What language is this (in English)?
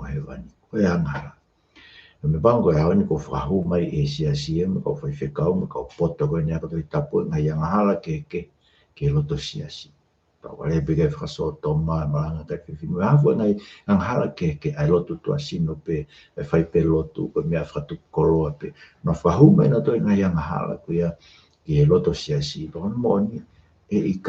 Tongan